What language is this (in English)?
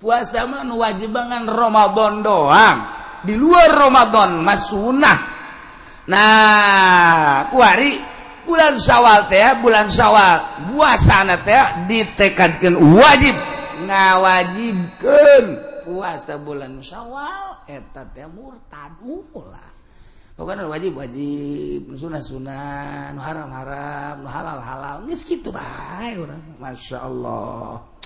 Sundanese